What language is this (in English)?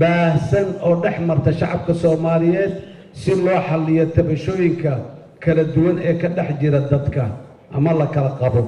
Somali